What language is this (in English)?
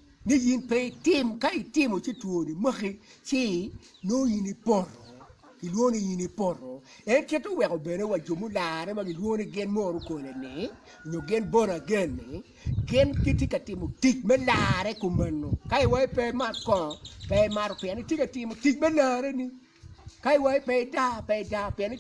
Acoli